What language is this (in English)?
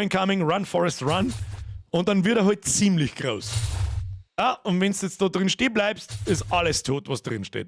Bavarian